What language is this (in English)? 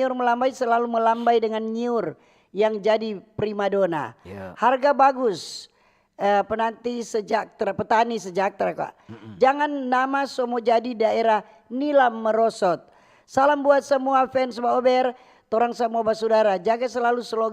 Manado Malay